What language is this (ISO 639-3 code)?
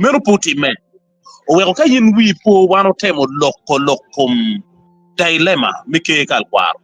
ach